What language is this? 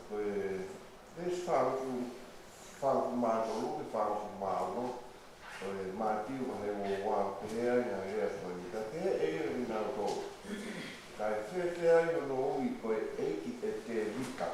Tongan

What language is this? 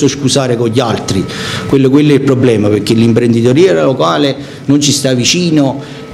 Italian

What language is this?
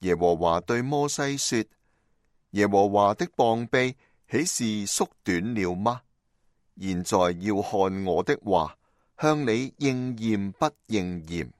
Cantonese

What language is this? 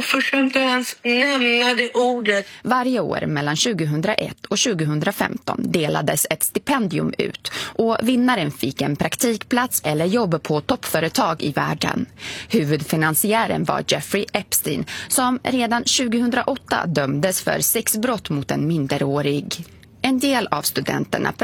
Swedish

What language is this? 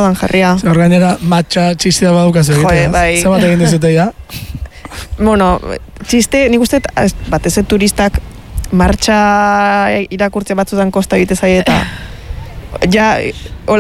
Basque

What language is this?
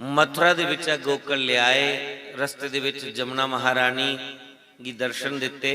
Dogri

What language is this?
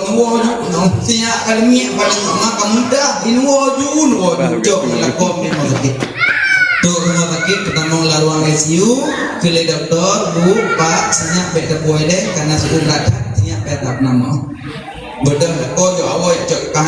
Achinese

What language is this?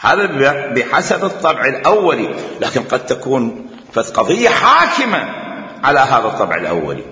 Mesopotamian Arabic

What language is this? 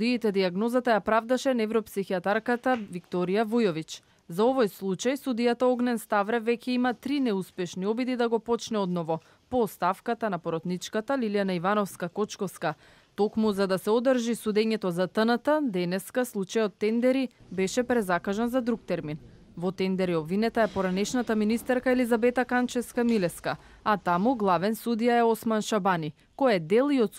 Macedonian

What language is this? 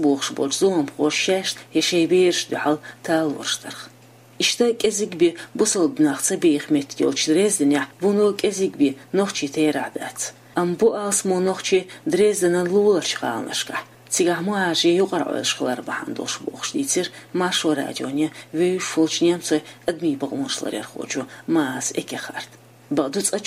Chechen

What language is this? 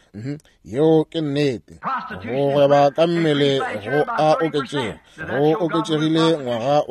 Northern Sotho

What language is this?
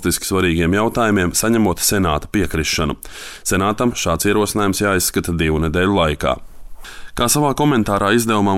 Latvian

